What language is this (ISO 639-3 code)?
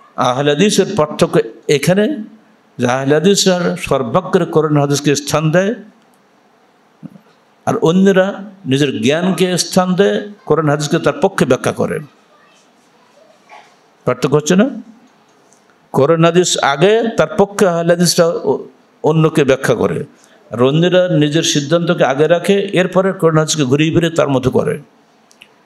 ben